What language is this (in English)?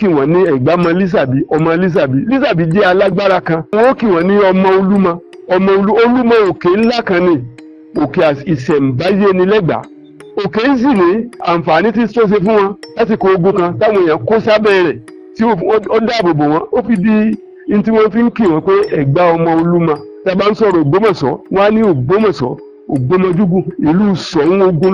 Yoruba